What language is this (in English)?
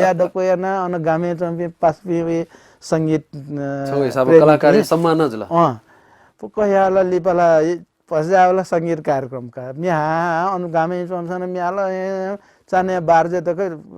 Newari